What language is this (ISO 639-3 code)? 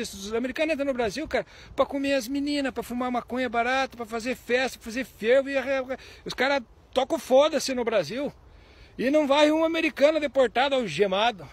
por